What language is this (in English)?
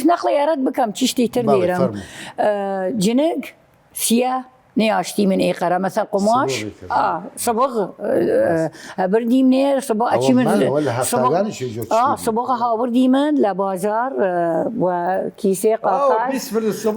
Southern Kurdish